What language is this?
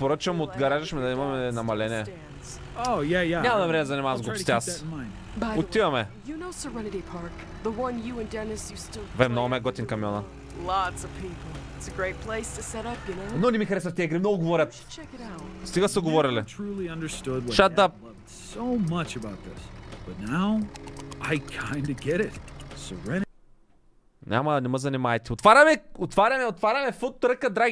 Bulgarian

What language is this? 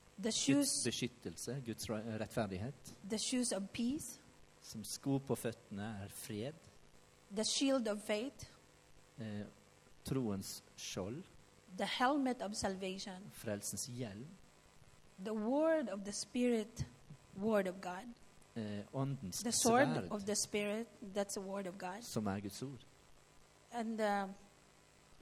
Norwegian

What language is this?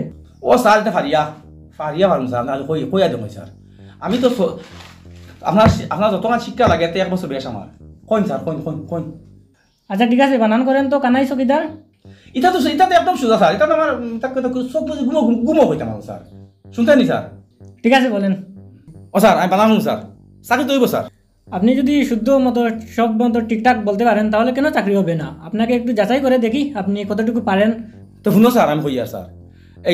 Sylheti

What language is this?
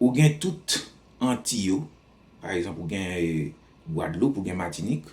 Haitian Creole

